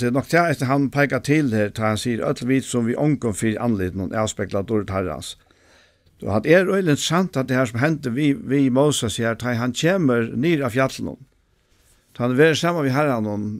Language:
Faroese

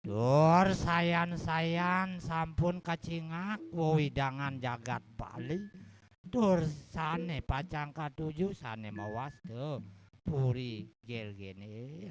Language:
Balinese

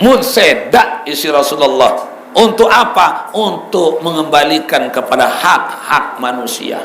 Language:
Sasak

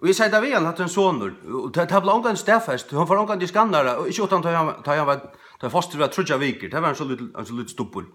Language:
Faroese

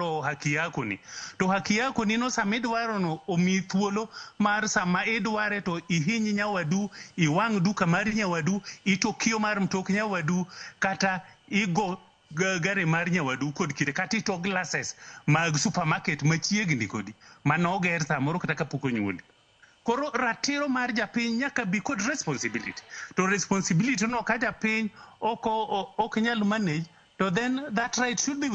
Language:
Luo (Kenya and Tanzania)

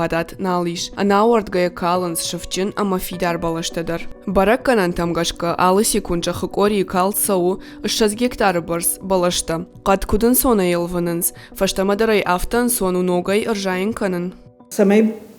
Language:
Ossetic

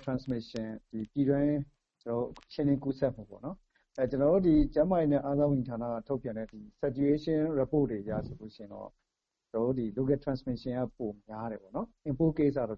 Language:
Burmese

